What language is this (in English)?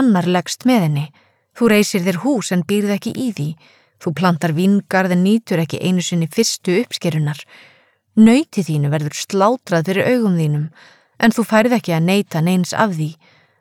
Icelandic